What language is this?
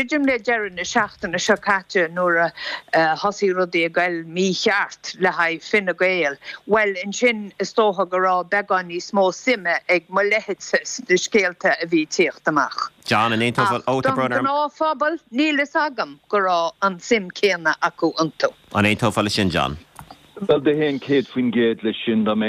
Irish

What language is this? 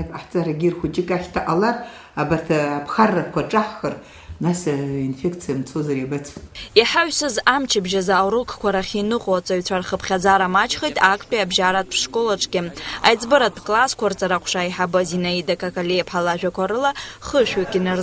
Abkhazian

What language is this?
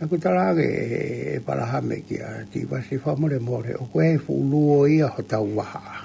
Tongan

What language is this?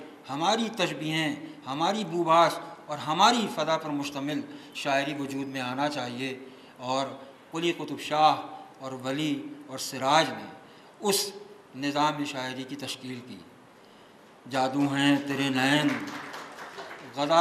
Urdu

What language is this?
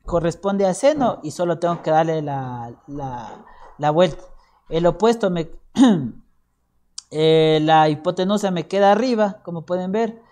Spanish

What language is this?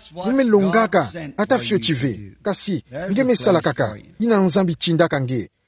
Kituba (Democratic Republic of Congo)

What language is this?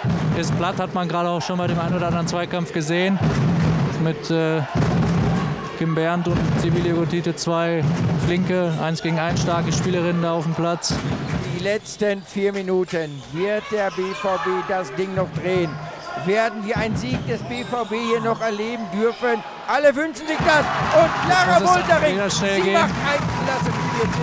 German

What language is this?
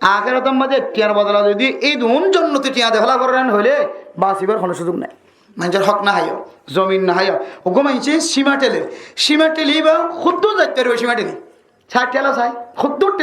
Rohingya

